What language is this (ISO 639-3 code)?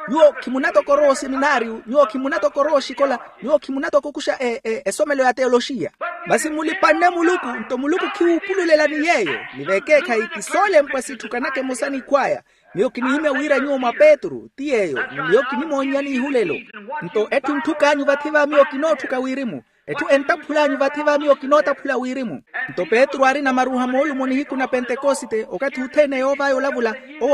vmw